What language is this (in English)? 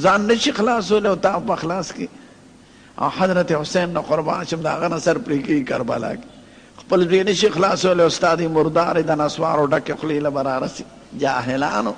Pashto